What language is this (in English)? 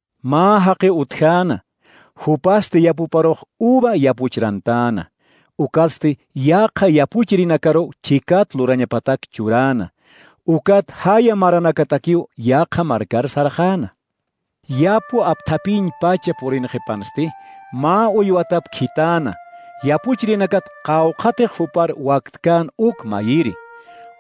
Aymara